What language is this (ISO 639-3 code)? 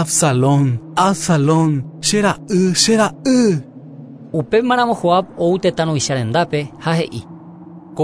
grn